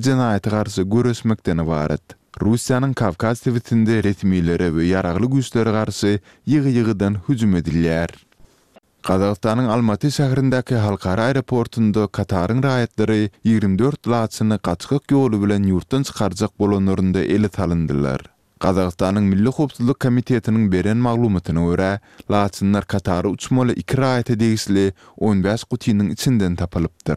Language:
Turkmen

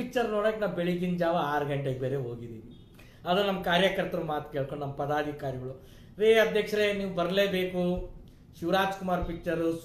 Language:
Kannada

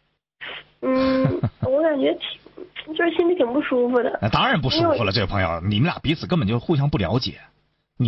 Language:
Chinese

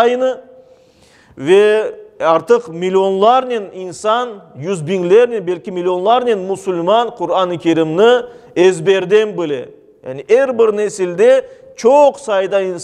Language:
Crimean Tatar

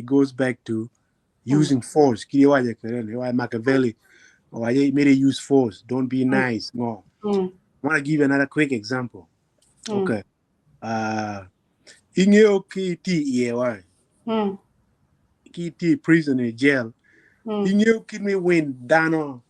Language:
Acoli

